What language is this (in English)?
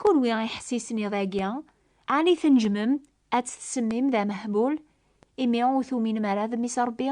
Kabyle